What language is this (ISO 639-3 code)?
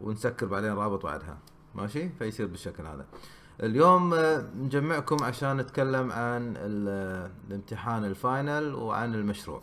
afb